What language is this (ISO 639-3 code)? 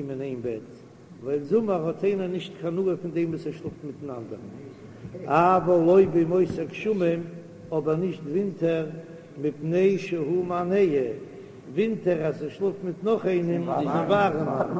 yid